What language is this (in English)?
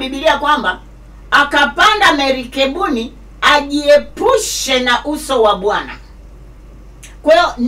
Swahili